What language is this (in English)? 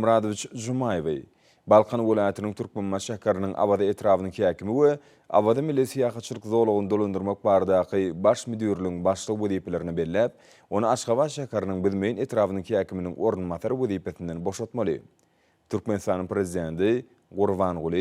Turkmen